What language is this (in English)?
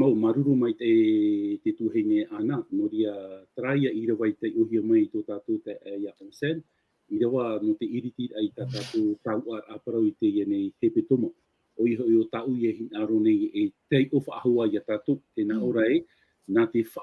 Tahitian